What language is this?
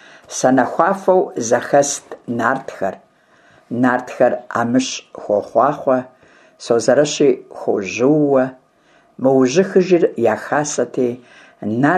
Kabardian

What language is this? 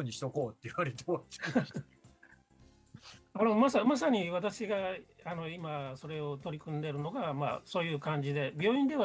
Japanese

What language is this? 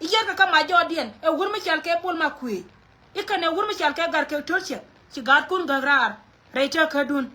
Nuer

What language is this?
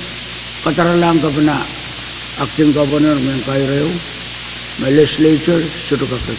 Pohnpeian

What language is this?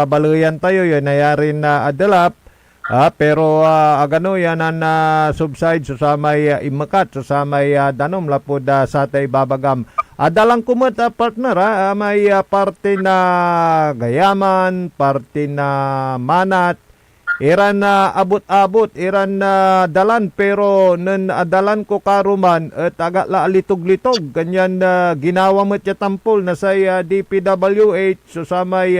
Pangasinan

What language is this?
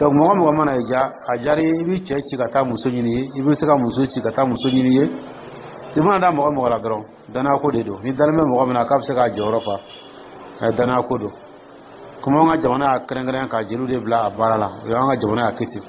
Dyula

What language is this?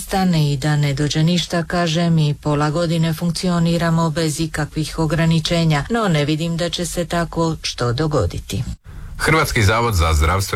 Croatian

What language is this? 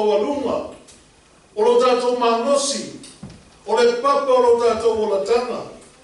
Samoan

